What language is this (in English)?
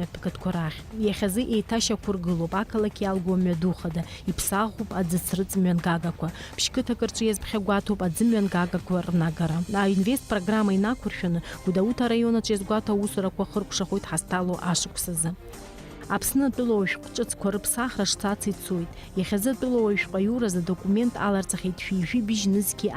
Abkhazian